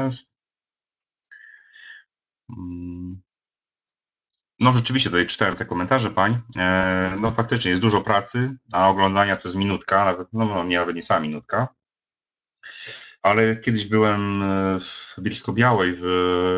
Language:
Polish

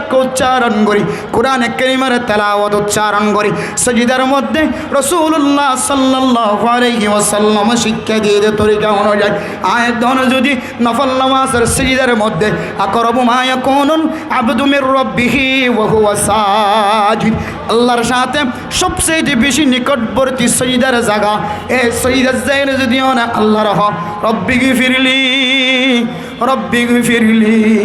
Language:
Rohingya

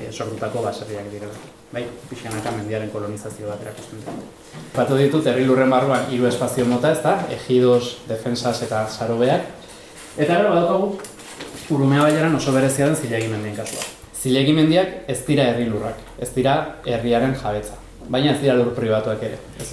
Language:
Basque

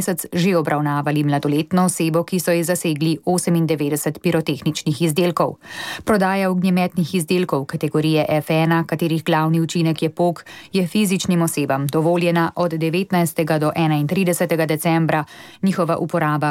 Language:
Slovenian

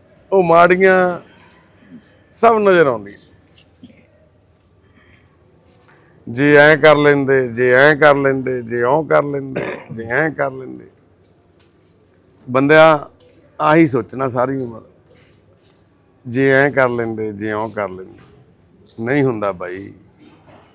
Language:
Punjabi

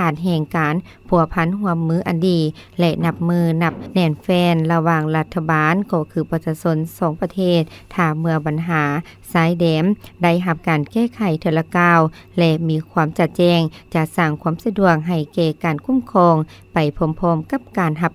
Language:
Lao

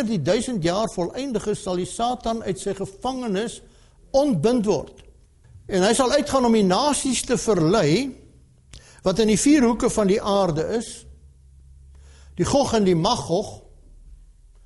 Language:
Afrikaans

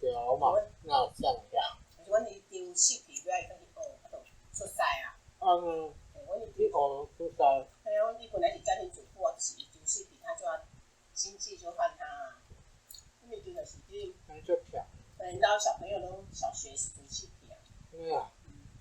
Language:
Min Nan Chinese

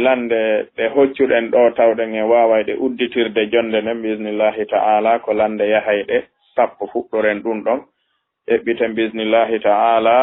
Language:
Fula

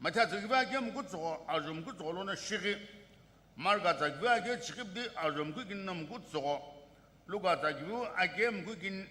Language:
Sumi Naga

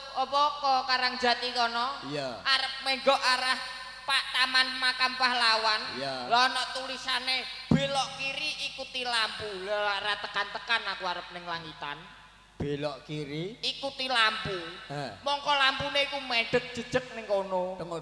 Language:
Javanese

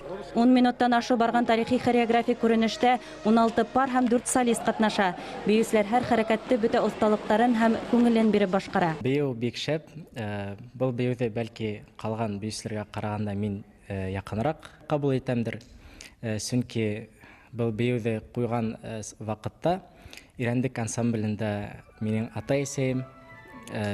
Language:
Bashkir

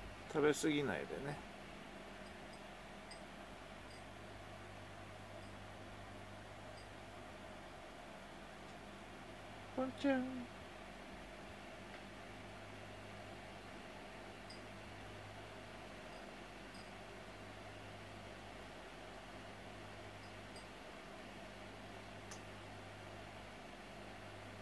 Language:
Japanese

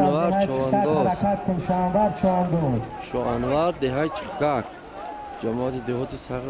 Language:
Tajik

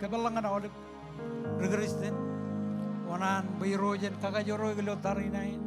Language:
Marshallese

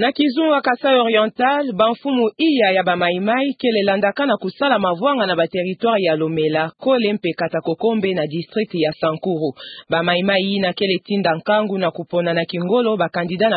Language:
Kituba (Democratic Republic of Congo)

